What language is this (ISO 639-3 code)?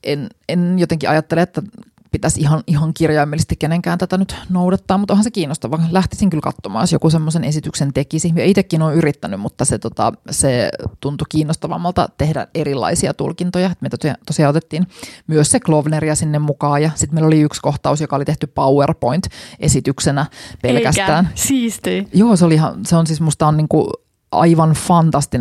fin